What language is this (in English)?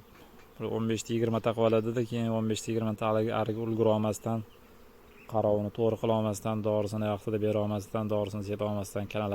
Uzbek